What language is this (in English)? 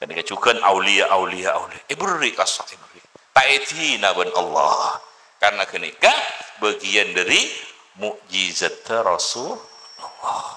Madurese